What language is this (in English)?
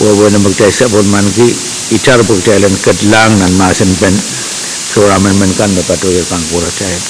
Pohnpeian